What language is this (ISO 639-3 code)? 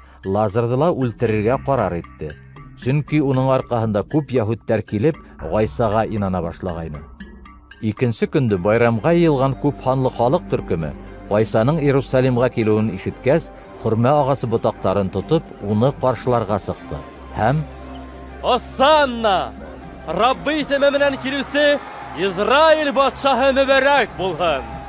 bak